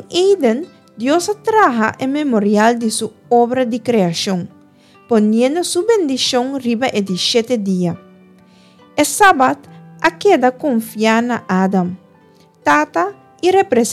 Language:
Papiamento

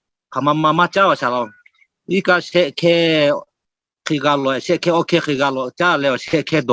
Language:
Lahu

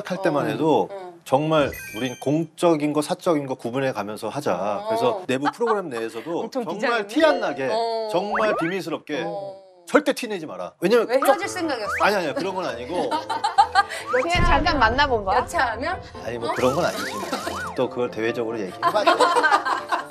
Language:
Korean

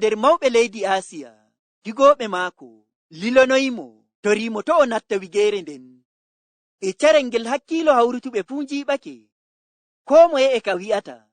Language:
Fula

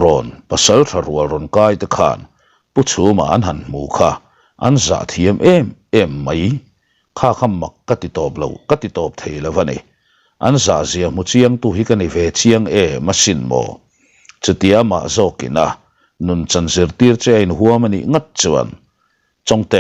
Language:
Mizo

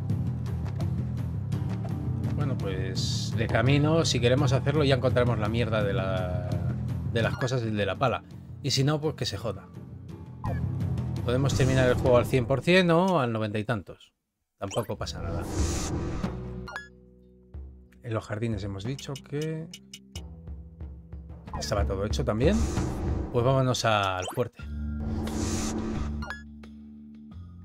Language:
Spanish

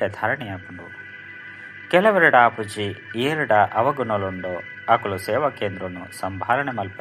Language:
Tulu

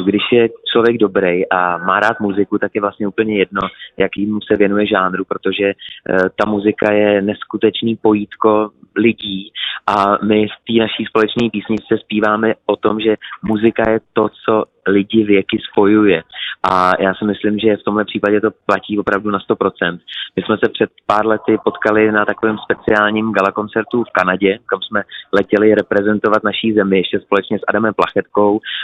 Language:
Czech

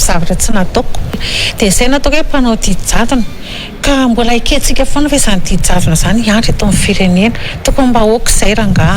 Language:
Malagasy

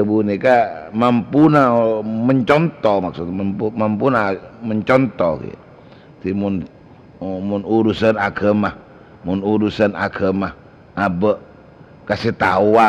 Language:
Madurese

